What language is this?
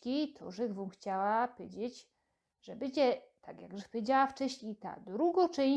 Silesian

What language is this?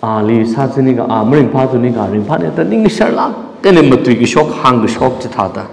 Tangkhul Naga (India)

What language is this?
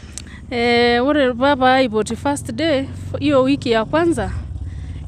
Masai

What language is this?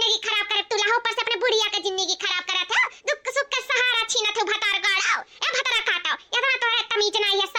Awadhi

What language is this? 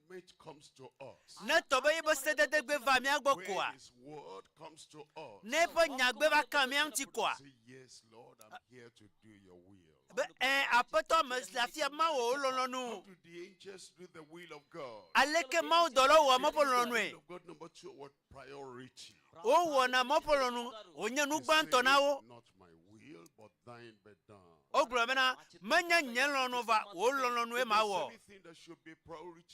Ewe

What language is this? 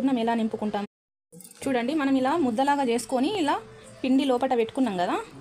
Telugu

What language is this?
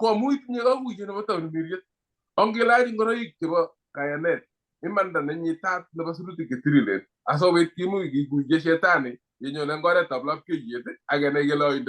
Kalenjin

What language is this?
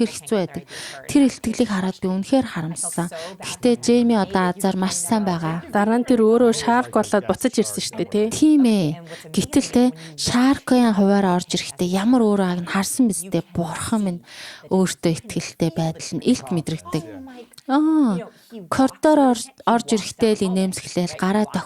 Mongolian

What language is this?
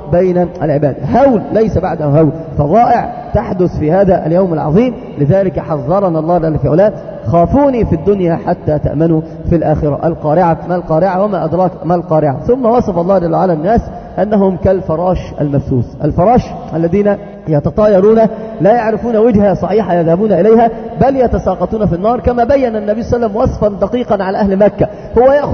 Arabic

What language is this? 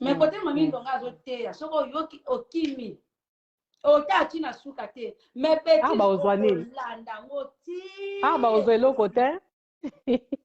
Lingala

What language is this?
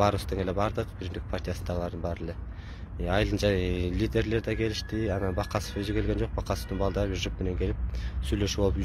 Kyrgyz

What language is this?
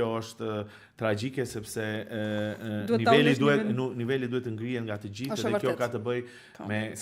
Albanian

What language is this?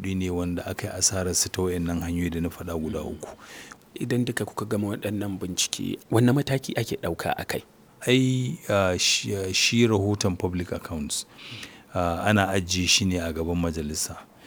Hausa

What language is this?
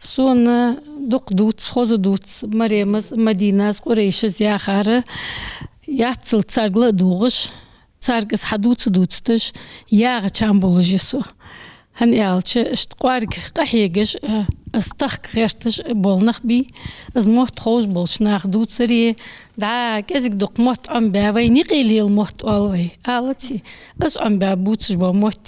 Ingush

